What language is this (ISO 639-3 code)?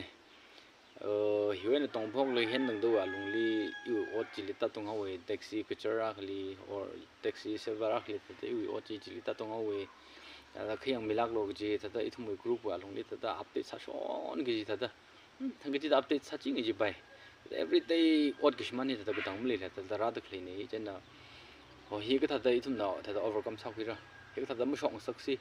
nmf